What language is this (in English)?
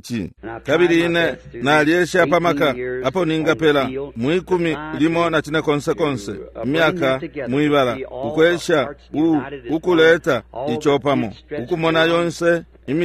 Bemba